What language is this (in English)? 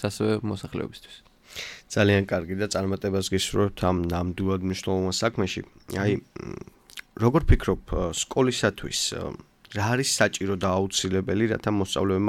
Georgian